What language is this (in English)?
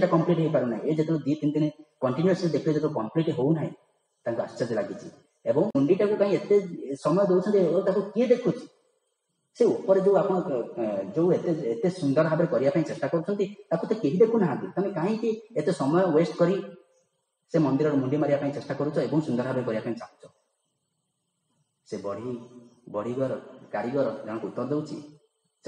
Odia